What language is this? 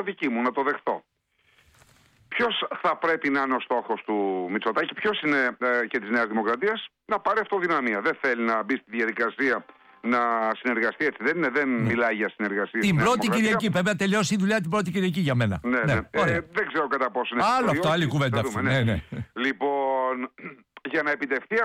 Greek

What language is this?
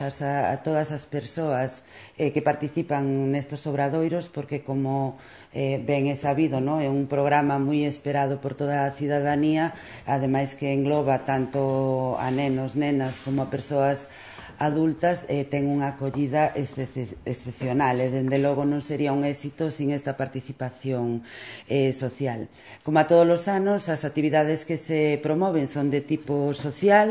Galician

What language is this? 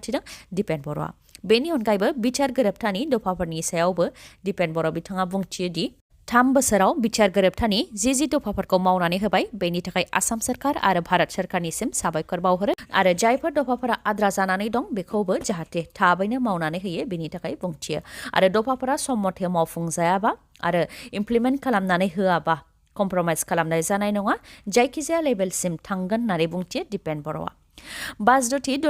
Bodo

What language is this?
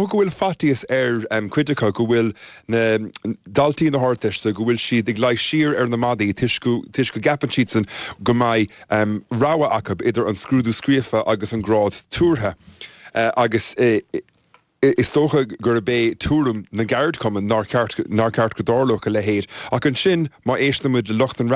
Irish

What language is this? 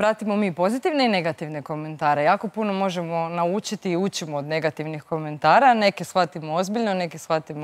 Croatian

